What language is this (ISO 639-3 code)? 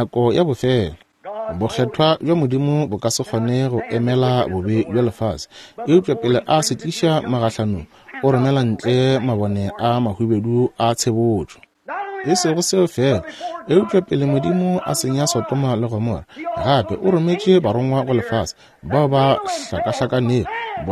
nso